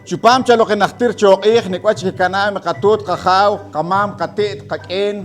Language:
Poqomchi'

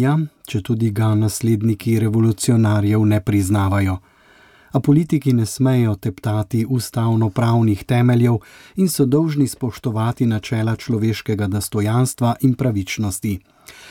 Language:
Slovenian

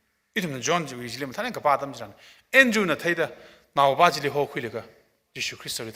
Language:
Tangkhul Naga (India)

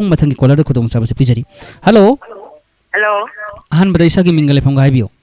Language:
Manipuri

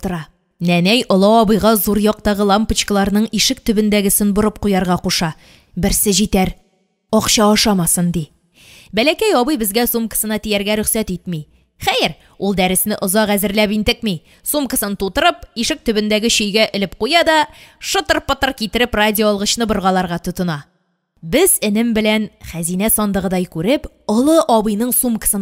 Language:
Tatar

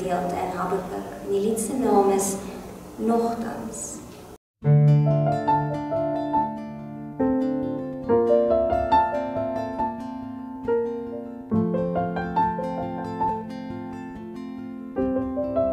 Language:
Afrikaans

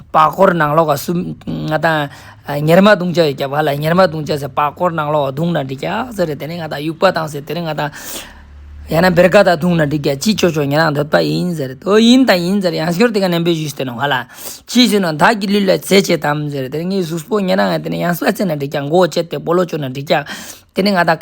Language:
Ladakhi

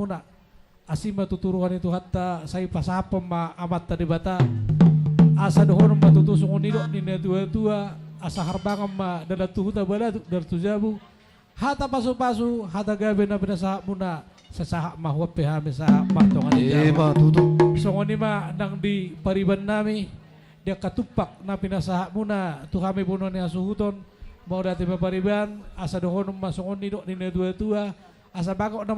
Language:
Batak Toba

